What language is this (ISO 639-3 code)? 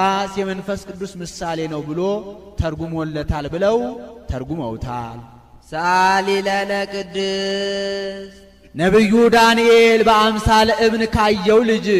amh